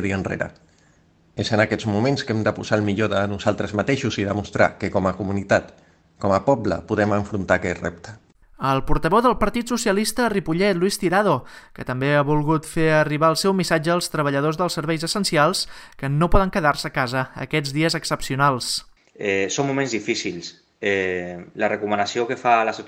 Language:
Catalan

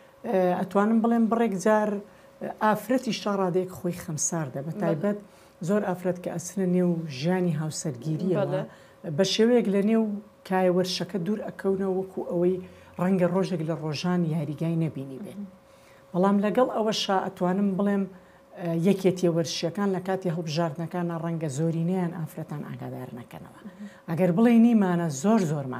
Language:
Central Kurdish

